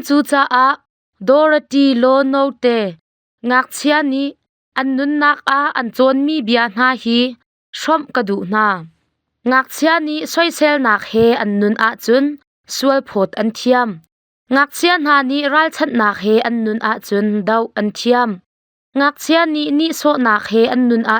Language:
Hakha Chin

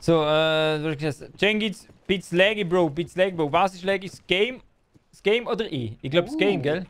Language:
Swiss German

